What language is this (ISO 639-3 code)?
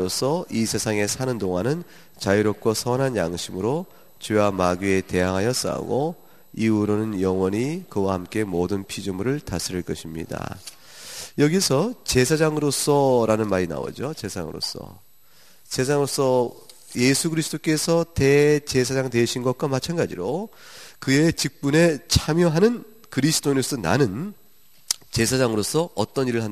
kor